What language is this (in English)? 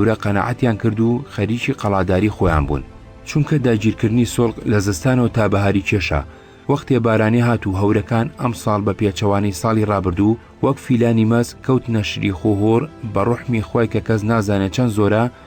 Central Kurdish